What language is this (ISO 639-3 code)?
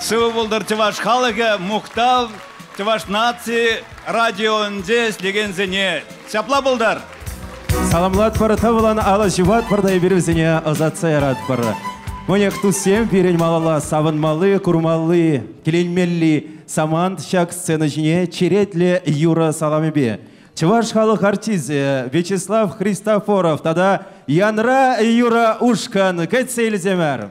chv